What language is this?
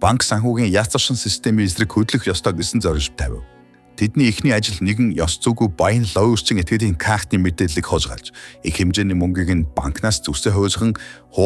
Mongolian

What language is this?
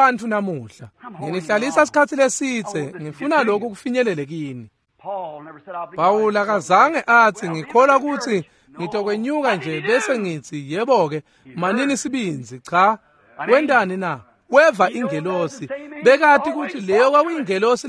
Swati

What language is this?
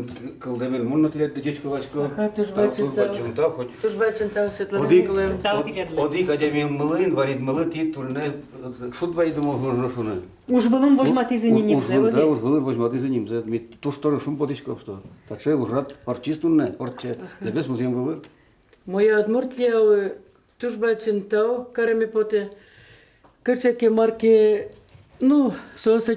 Udmurt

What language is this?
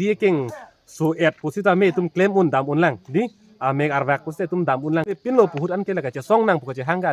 Karbi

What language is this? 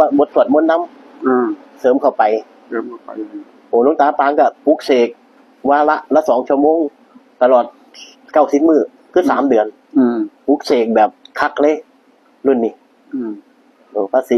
Northeastern Thai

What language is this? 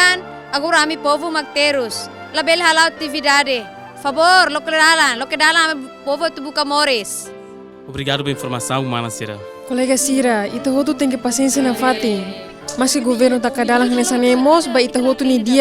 Tetum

